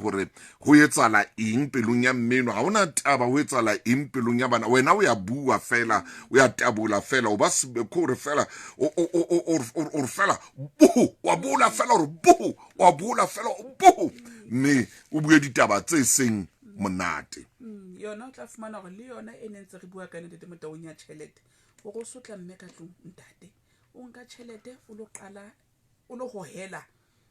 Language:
Southern Sotho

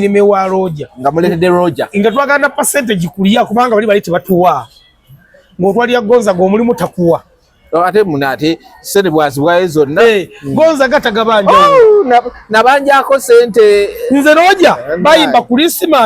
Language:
Ganda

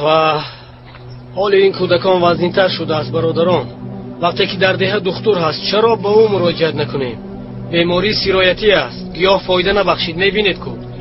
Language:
Tajik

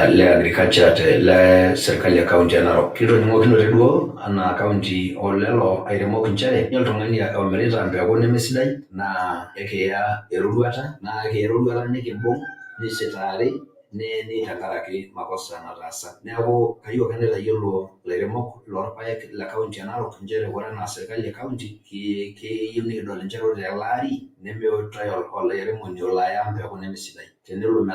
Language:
Masai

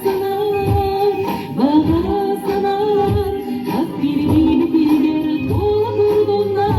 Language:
Yakut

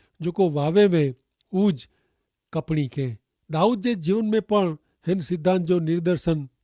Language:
Kachhi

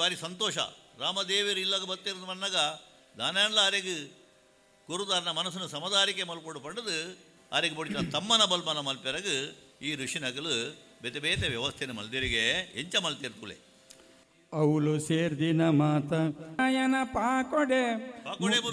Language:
Tulu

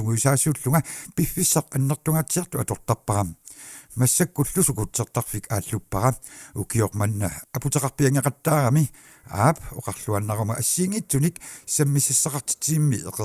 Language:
Kalaallisut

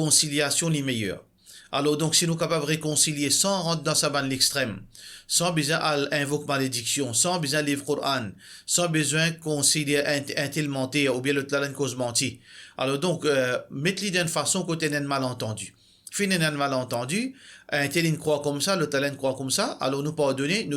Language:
Morisyen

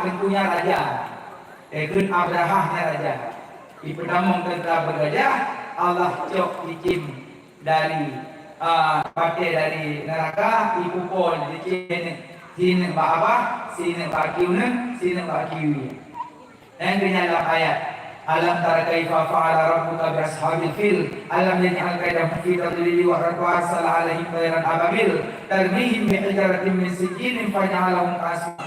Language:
Achinese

